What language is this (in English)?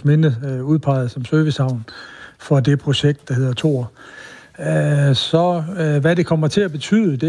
Danish